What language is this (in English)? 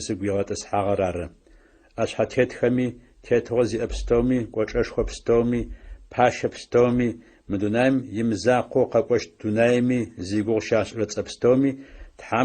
Adyghe